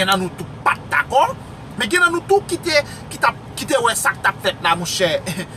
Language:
Haitian Creole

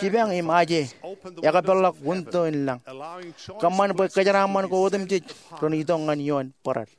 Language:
Marshallese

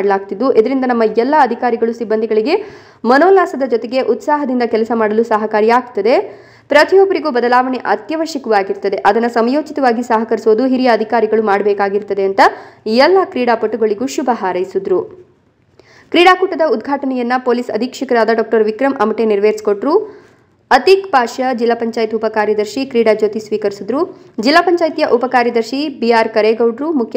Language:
Kannada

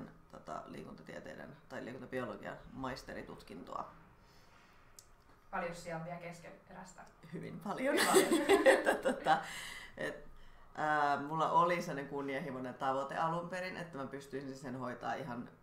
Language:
Finnish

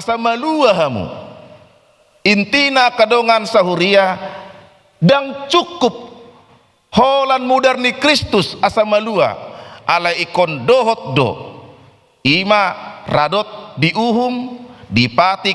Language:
Batak Toba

